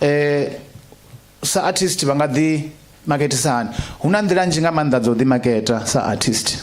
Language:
Venda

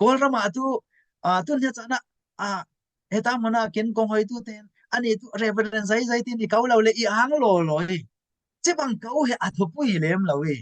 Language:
Falam Chin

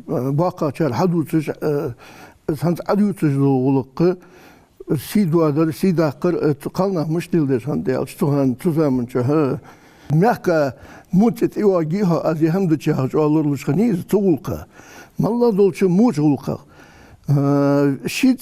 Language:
Ingush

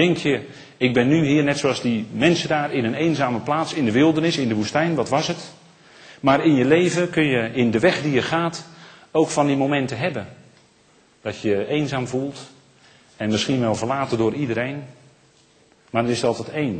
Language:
Dutch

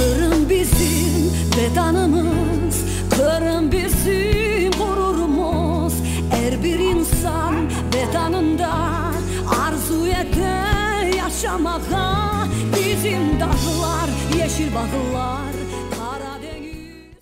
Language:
Crimean Tatar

